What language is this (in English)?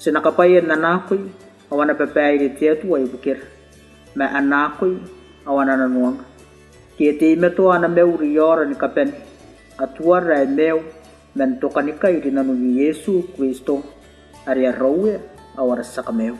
Gilbertese